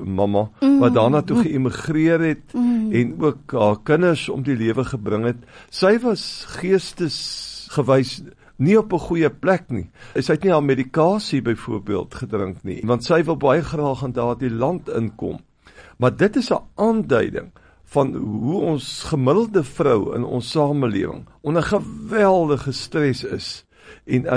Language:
Afrikaans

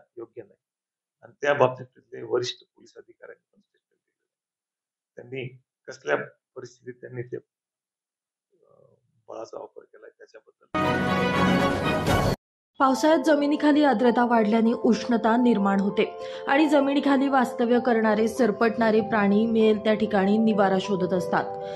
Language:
Marathi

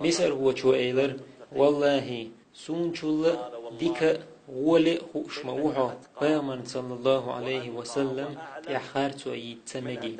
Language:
Chechen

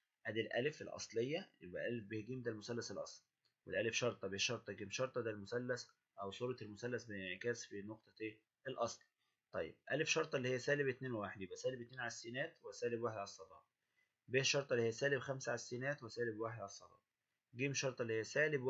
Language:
Egyptian Arabic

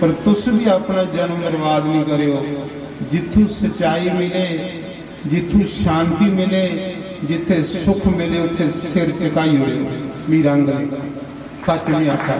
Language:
Dogri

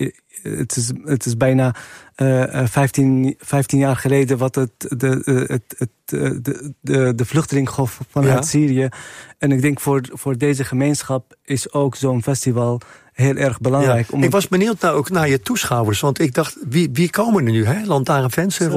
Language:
Dutch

